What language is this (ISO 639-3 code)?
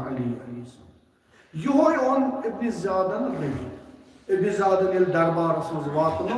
kas